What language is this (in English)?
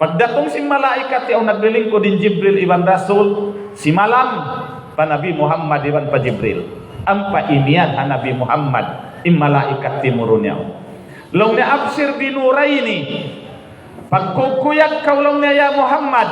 Tausug